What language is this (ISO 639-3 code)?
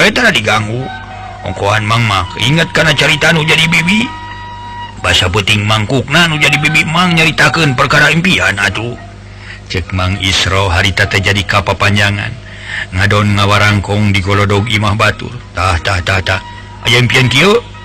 sun